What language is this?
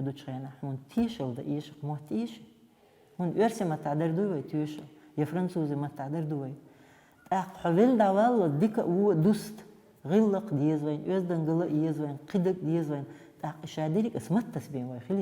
Chechen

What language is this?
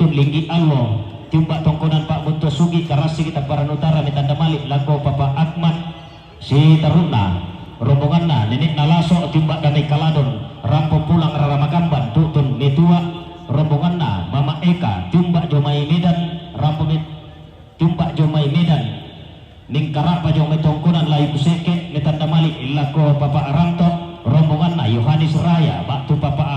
Toraja-Sa'dan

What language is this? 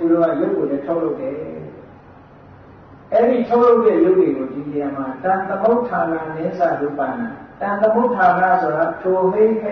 Burmese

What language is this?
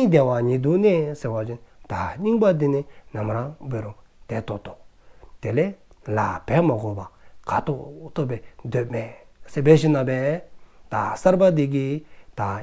Dzongkha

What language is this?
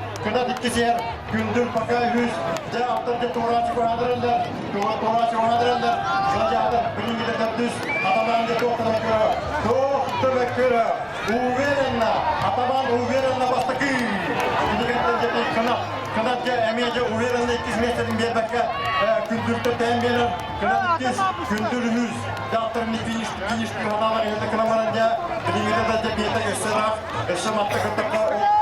Yakut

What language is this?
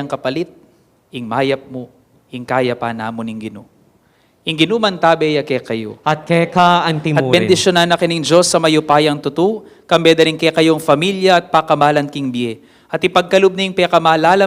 Pampanga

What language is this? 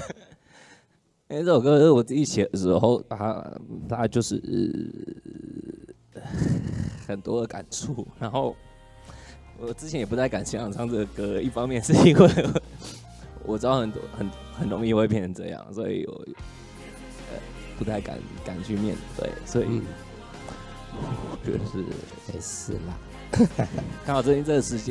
Chinese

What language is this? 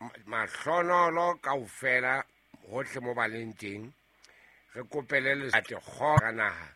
Southern Sotho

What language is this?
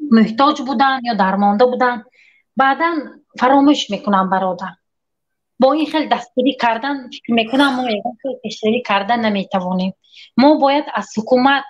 Tajik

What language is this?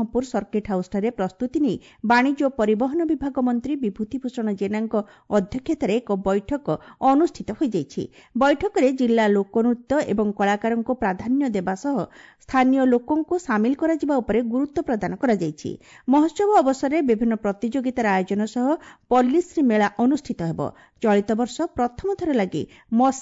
Odia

